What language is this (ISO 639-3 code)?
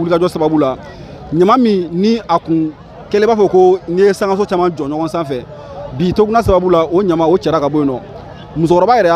bam